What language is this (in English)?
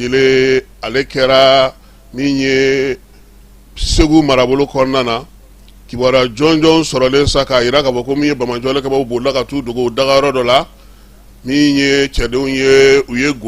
Bambara